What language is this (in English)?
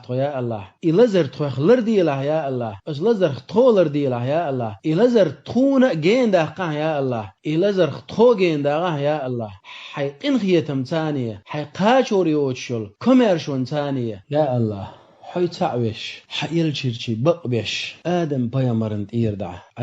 Chechen